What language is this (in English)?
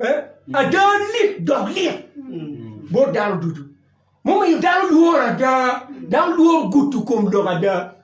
Acoli